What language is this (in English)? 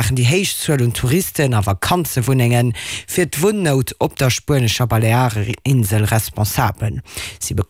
Luxembourgish